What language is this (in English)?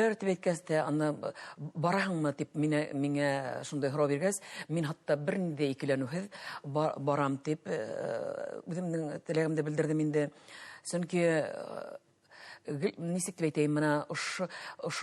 Bashkir